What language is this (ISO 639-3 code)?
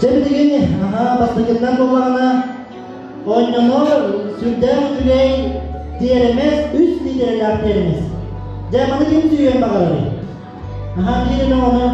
sah